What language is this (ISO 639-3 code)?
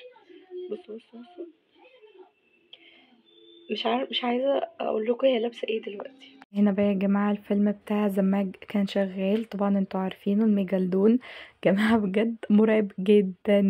arz